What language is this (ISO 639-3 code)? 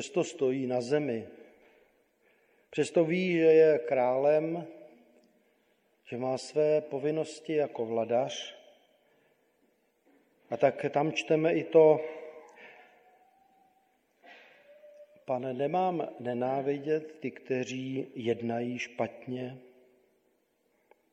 ces